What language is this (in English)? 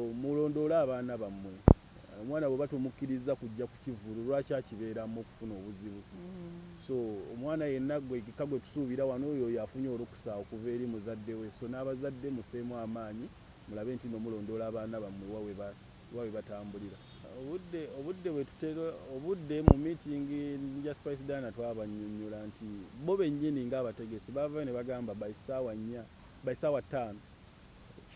Ganda